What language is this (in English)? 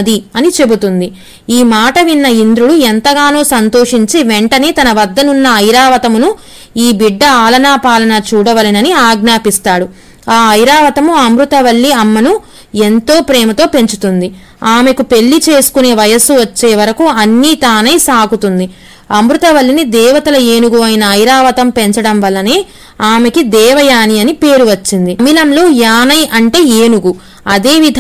Telugu